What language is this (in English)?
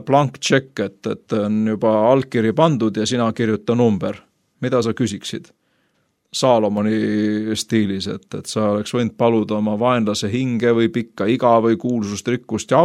Estonian